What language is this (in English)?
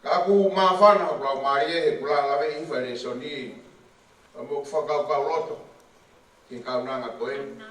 Tongan